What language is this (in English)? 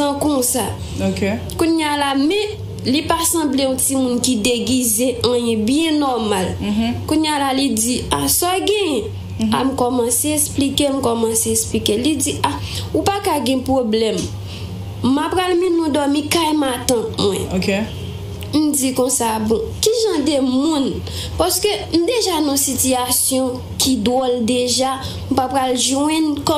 Haitian Creole